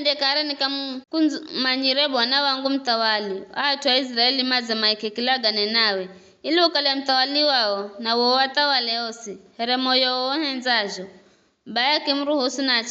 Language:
Giryama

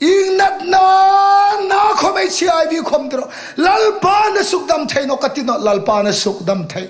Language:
Hmar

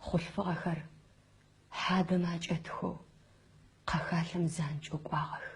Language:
Adyghe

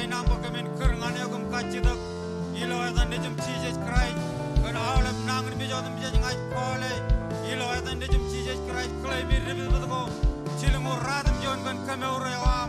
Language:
Marshallese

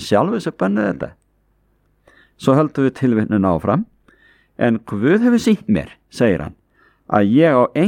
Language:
Icelandic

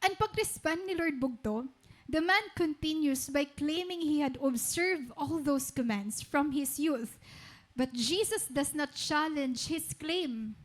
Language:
Waray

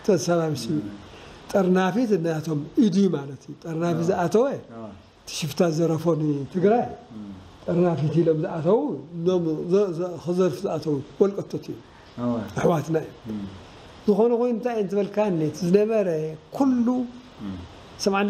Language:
Tigrinya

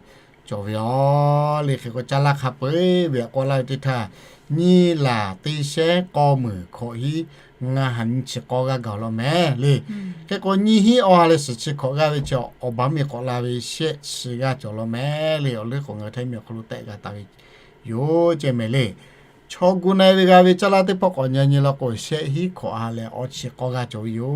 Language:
Lahu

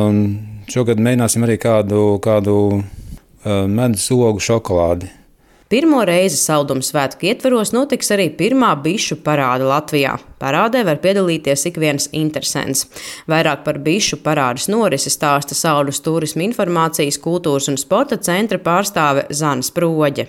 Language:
Latvian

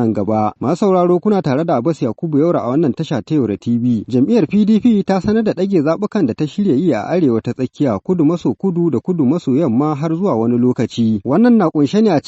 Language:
Hausa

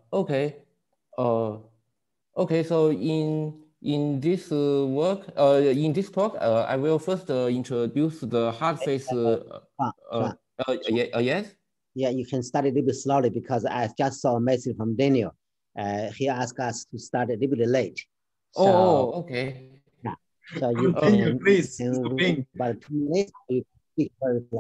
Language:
English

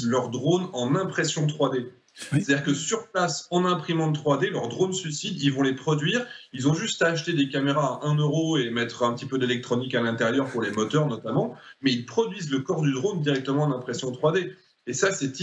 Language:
French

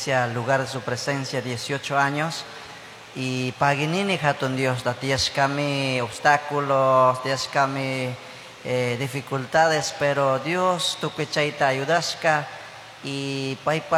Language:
Chimborazo Highland Quichua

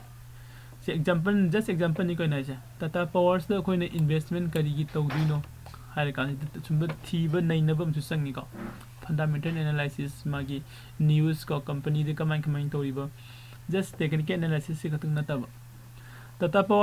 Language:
Manipuri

